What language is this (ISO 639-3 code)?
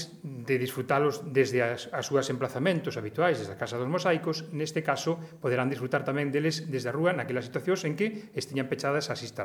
glg